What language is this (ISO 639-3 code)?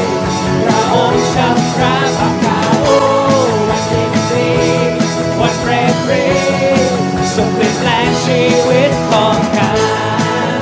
tha